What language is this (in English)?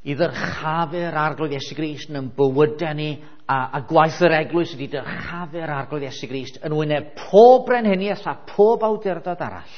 Welsh